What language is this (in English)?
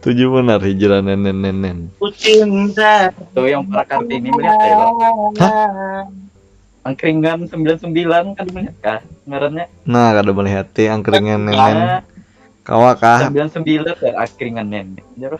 Banjar